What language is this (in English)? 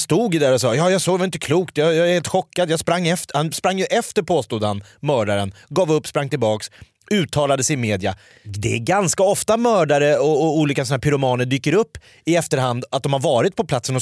Swedish